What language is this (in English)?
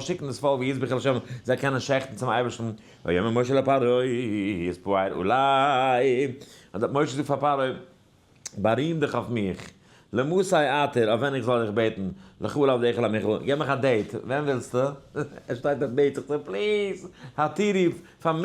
Yiddish